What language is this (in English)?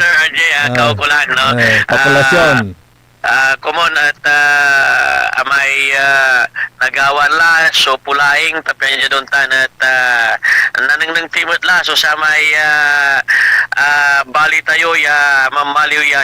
Pangasinan